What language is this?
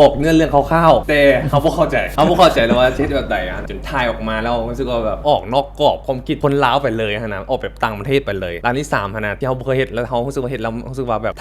Lao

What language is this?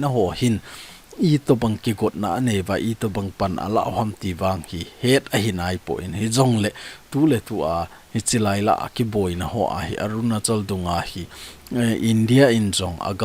Thado Chin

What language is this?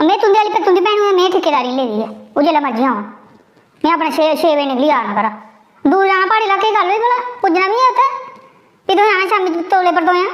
Dogri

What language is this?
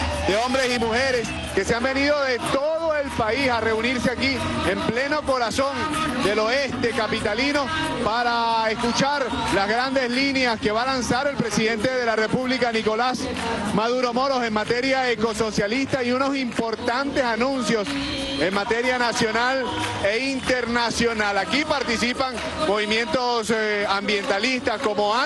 Spanish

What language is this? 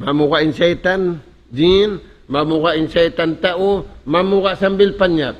Tausug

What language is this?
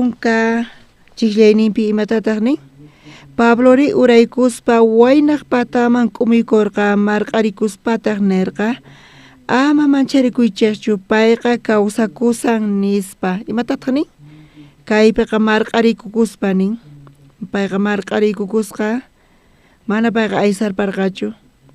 South Bolivian Quechua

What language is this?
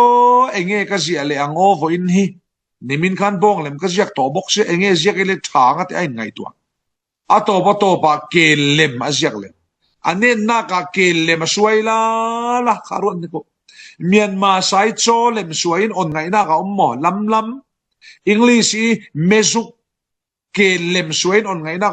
Falam Chin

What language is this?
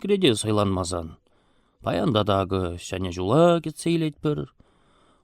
Chuvash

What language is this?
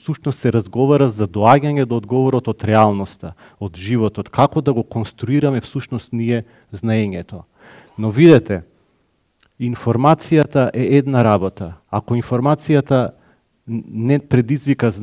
Macedonian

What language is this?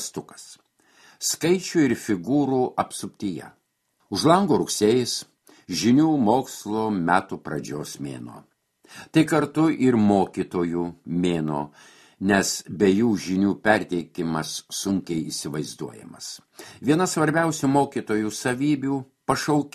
Lithuanian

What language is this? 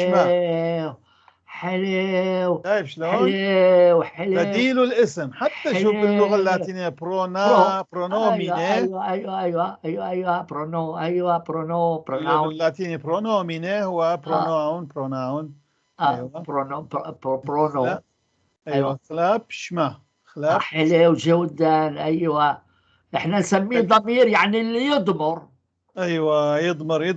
North Levantine Arabic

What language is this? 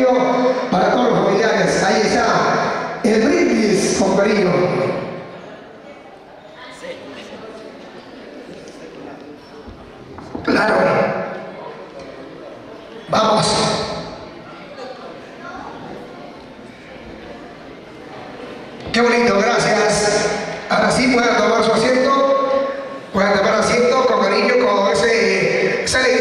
Spanish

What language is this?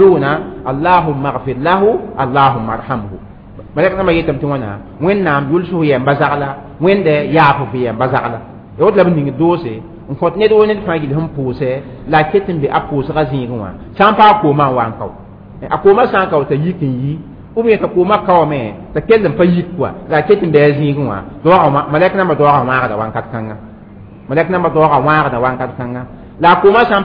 Mossi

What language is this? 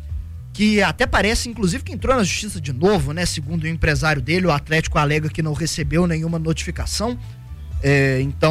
Portuguese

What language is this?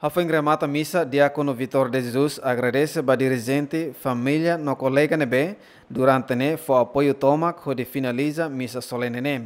Tetum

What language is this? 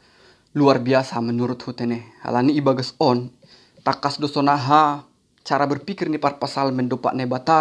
Batak Simalungun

